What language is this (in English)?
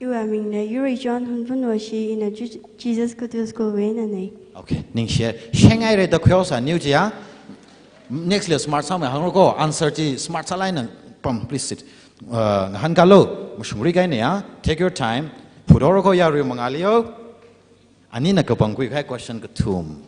Tangkhul Naga (India)